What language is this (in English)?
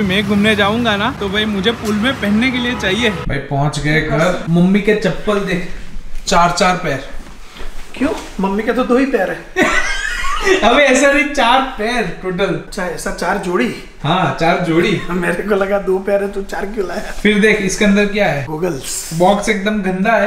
Hindi